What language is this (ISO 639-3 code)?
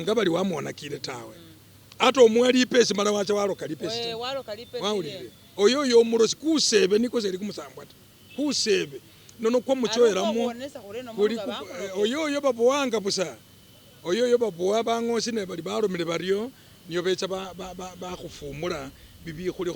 myx